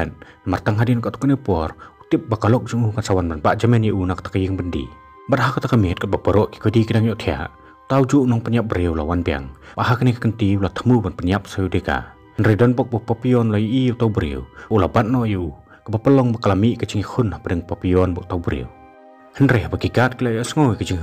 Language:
Khasi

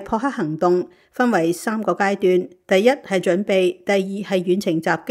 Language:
Cantonese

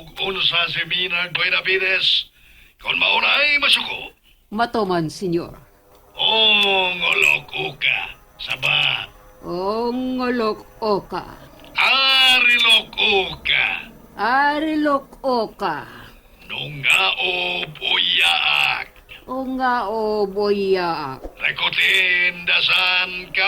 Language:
Cebuano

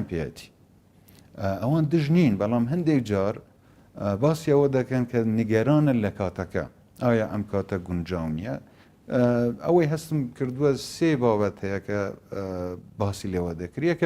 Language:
Central Kurdish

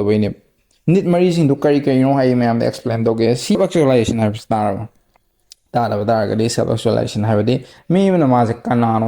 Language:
Manipuri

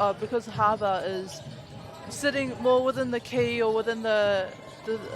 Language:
Māori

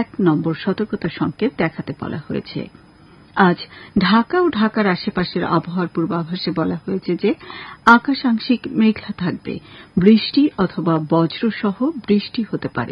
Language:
Bangla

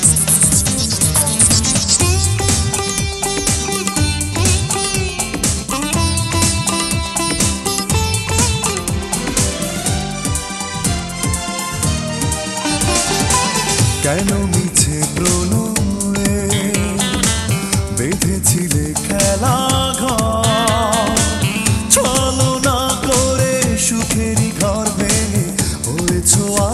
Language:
Bangla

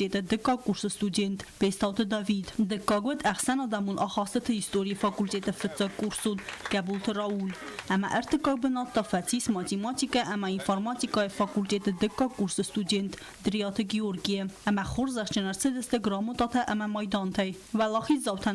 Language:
Ossetic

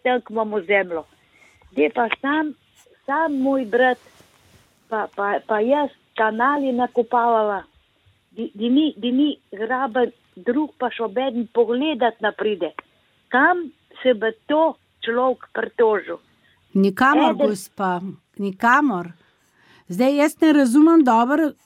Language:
Slovenian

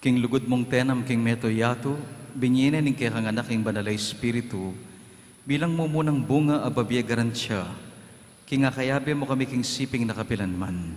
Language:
Pampanga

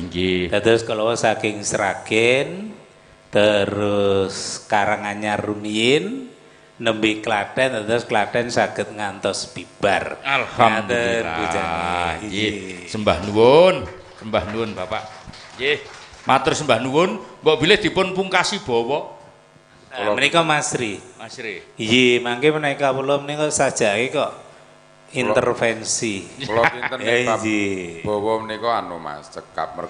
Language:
Javanese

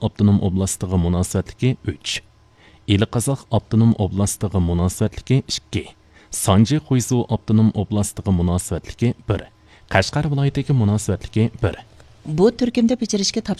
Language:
Uyghur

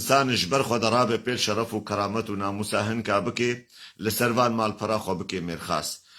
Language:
Kurdish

